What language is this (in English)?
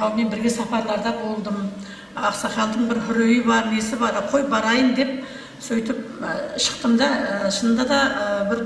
Kara-Kalpak